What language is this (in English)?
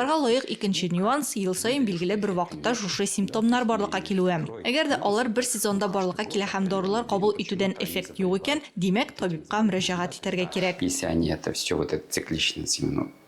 Tatar